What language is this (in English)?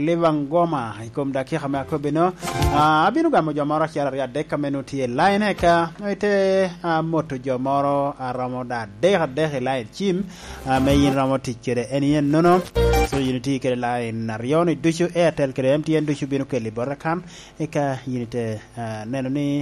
Lango (Uganda)